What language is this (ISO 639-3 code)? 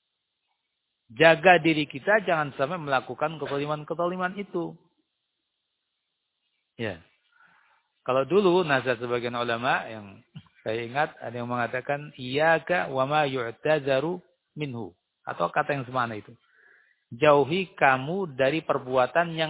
ind